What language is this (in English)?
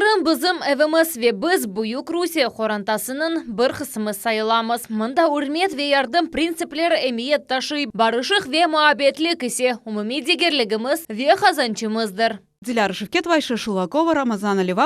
Crimean Tatar